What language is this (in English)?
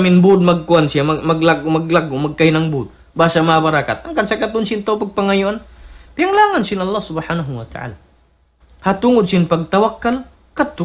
Tausug